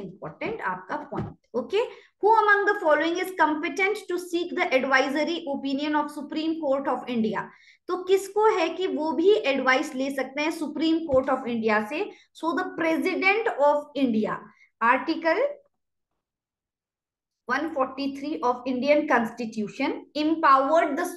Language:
Hindi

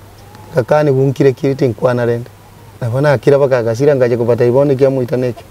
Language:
Gusii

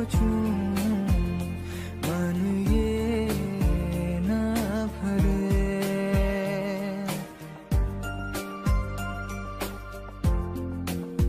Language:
Hindi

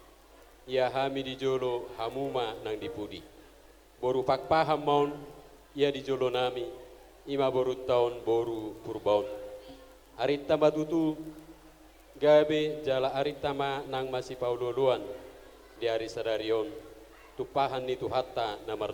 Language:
Batak Toba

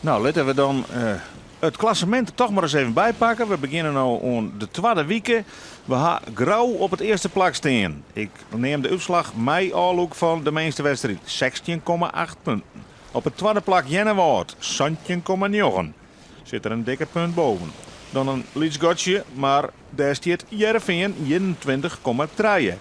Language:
Western Frisian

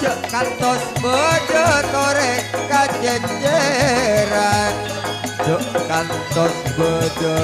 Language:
Madurese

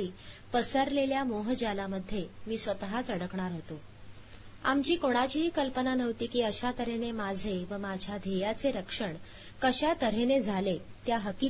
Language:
Marathi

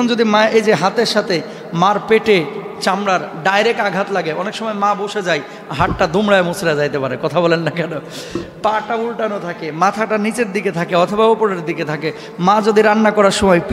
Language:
Bangla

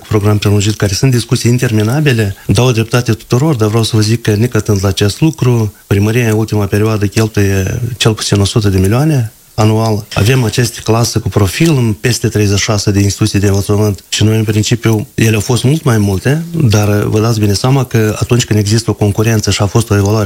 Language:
Romanian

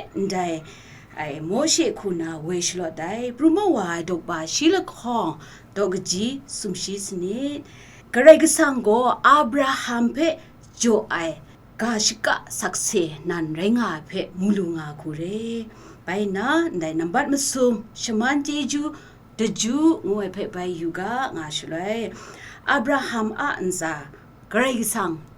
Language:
Kachin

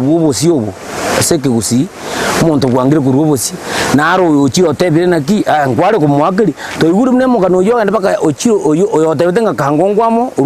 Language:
Gusii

